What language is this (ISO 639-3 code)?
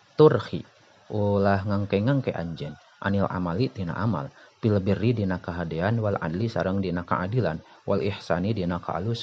sun